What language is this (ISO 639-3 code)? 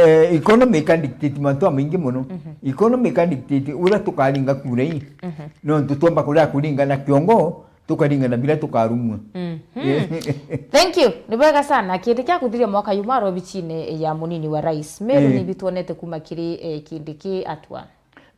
mer